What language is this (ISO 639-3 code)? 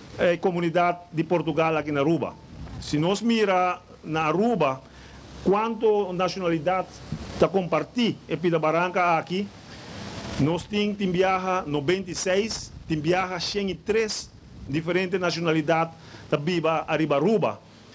pap